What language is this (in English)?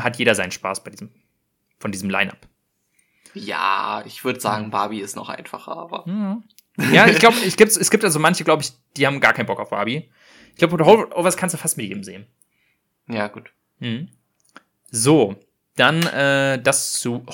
German